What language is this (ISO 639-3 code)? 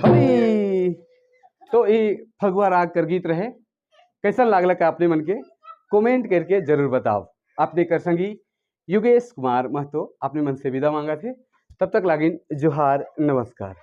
sck